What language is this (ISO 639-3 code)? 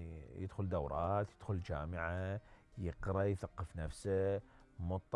acm